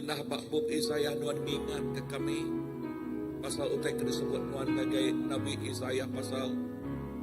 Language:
Iban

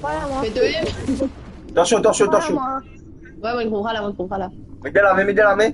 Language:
Morisyen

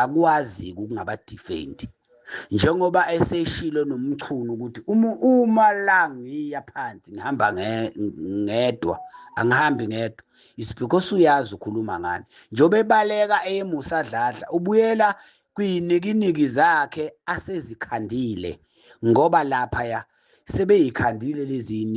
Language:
Zulu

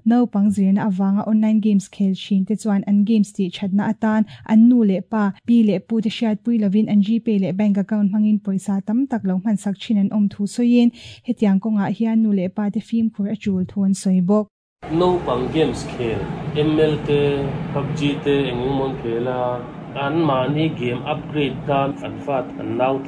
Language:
Mizo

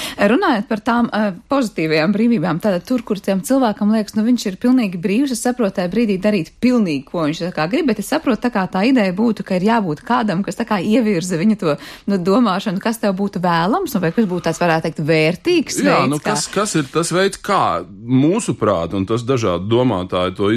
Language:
Latvian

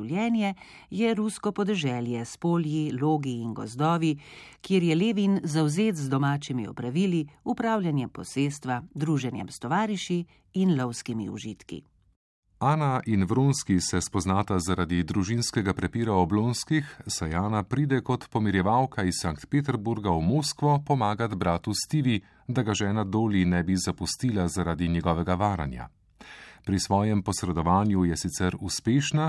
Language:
Slovenian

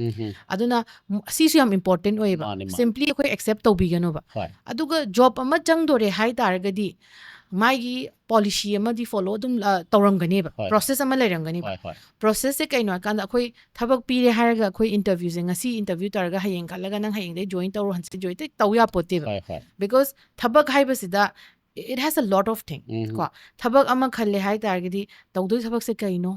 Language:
Manipuri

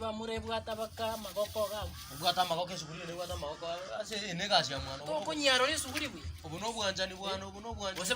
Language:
Gusii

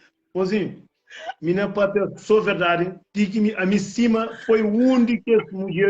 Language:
Kabuverdianu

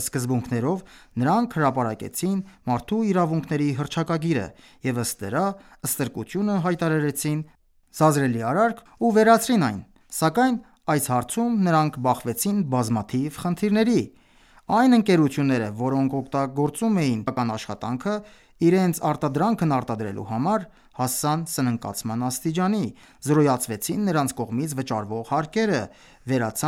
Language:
Armenian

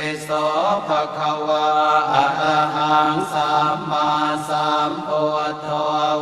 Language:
Pali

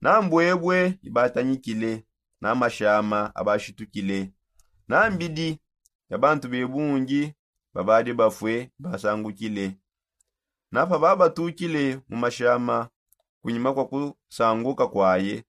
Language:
Songe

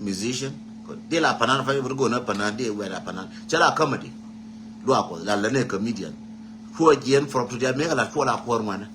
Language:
Nuer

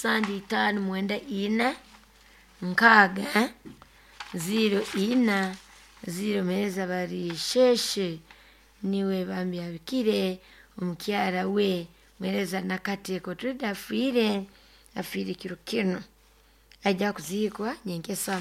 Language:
Nyoro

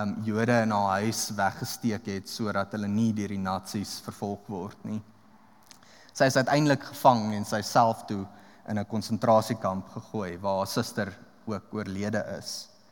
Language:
Afrikaans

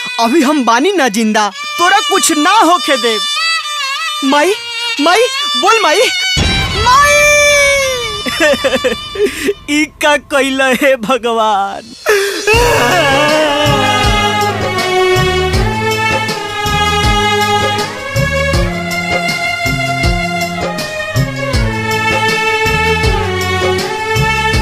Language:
Bhojpuri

